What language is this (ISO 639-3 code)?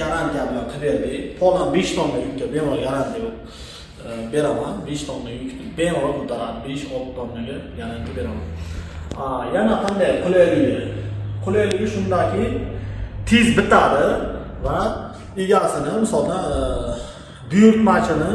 uzb